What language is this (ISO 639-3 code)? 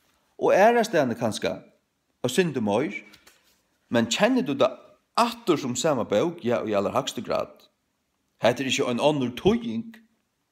fao